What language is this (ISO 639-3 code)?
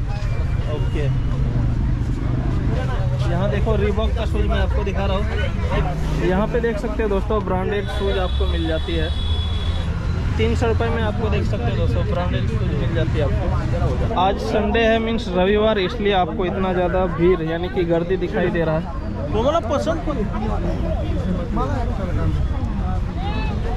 hin